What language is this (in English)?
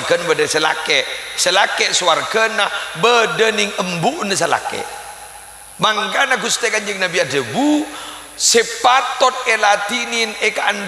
Madurese